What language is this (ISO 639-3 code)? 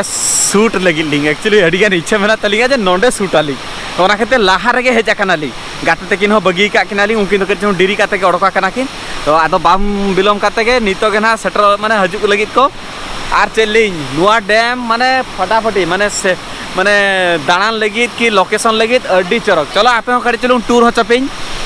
sat